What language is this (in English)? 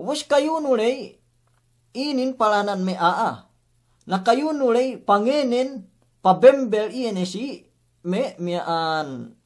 Yakan